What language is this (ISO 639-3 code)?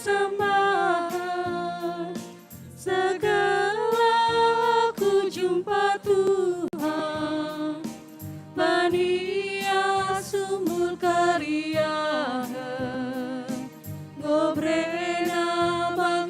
btx